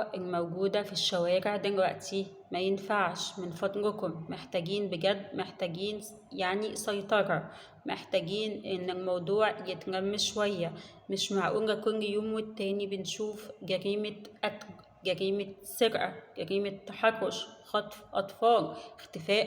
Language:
Egyptian Arabic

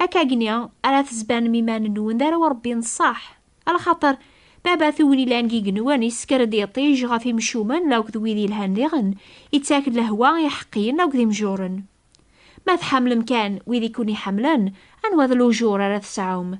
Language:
Kabyle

